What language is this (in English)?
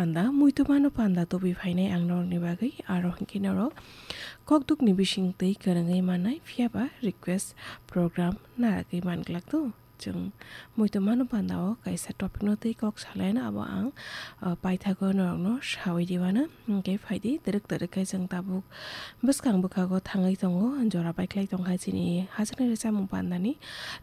Kok Borok